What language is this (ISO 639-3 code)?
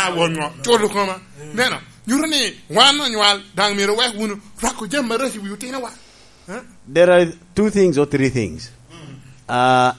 laj